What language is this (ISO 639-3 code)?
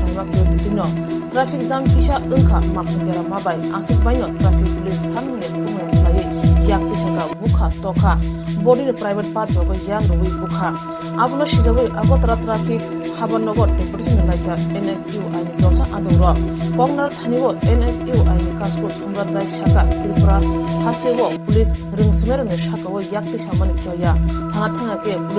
trp